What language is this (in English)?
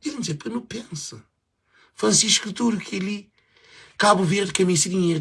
Kabuverdianu